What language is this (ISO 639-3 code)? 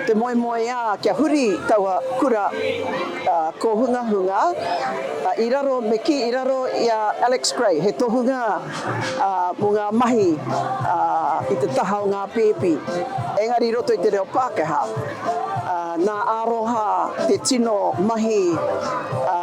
mri